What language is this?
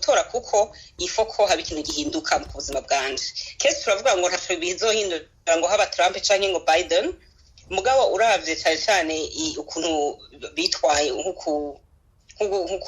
Rundi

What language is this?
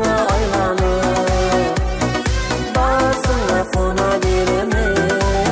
Kara-Kalpak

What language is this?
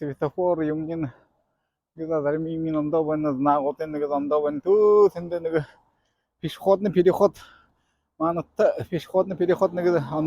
Buriat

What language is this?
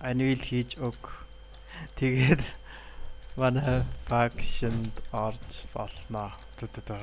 Mongolian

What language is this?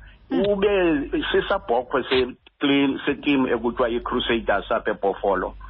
Xhosa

